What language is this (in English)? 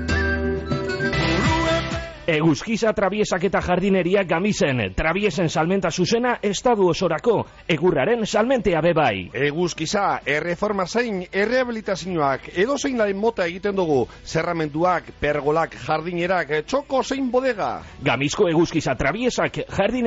Basque